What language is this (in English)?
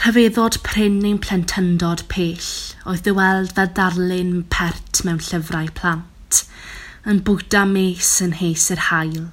Welsh